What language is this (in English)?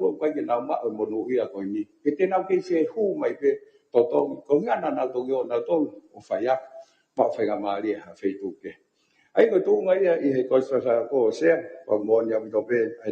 Tongan